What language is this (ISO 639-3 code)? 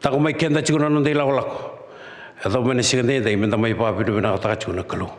fij